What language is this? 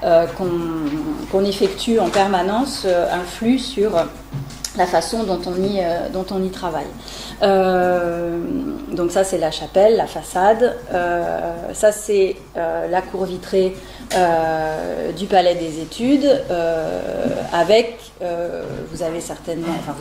French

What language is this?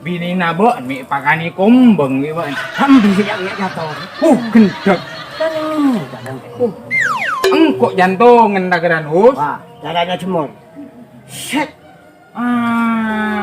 Madurese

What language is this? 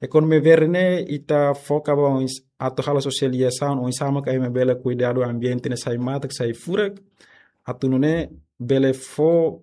Tetum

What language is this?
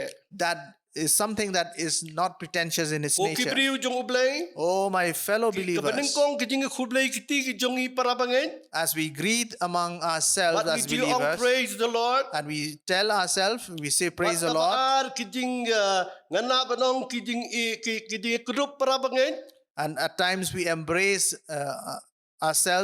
Khasi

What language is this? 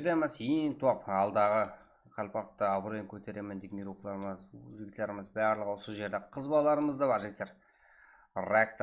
Kara-Kalpak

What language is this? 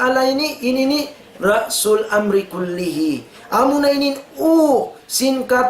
Tausug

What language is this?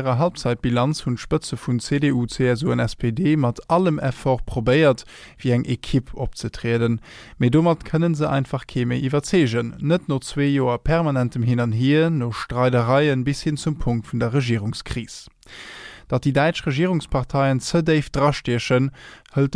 Luxembourgish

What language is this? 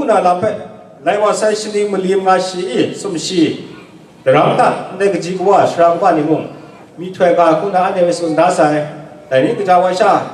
Kachin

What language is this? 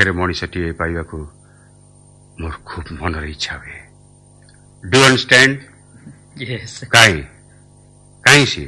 Odia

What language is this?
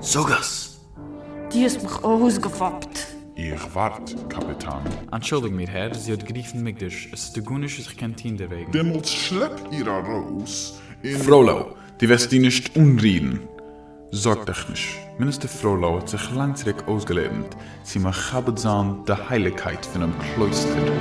Yiddish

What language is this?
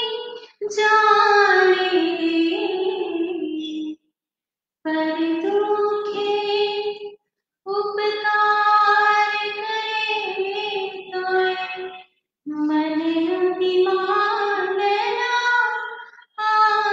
Gujarati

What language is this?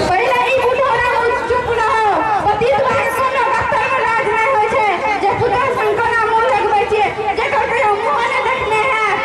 Maithili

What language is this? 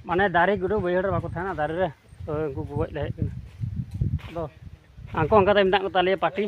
Santali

